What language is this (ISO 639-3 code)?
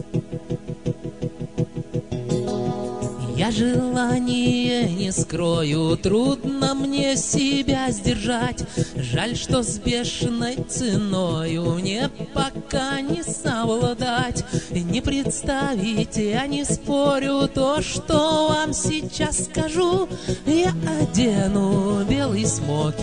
rus